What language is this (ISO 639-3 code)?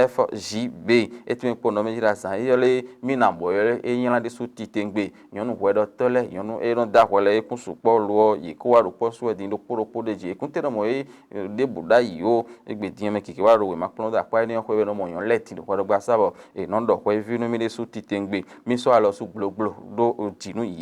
fon